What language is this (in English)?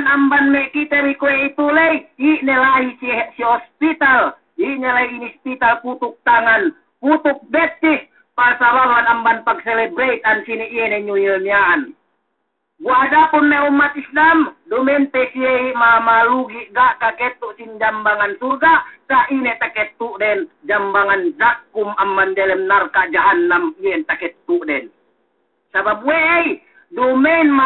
Yakan